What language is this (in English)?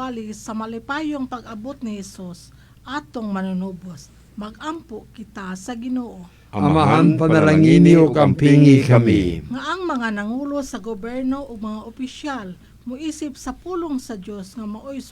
Cebuano